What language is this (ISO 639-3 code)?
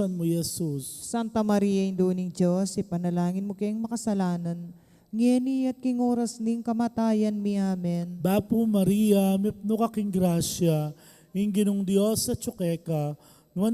pam